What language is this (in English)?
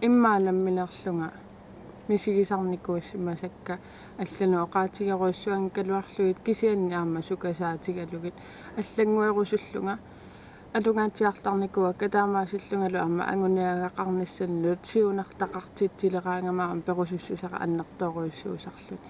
Kalaallisut